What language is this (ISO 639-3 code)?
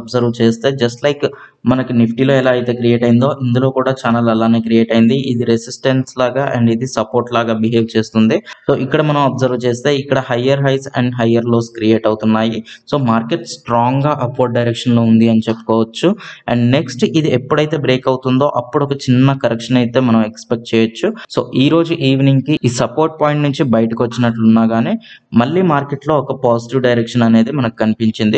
tel